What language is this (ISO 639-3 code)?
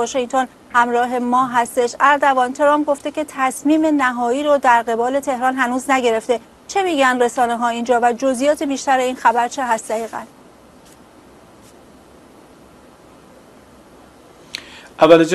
fas